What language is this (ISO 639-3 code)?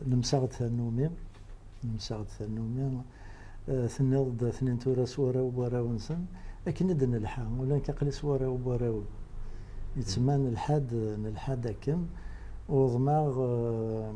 kab